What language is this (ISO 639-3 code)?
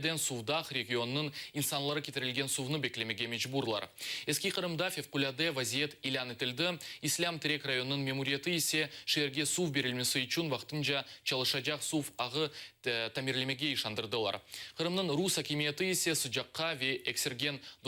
crh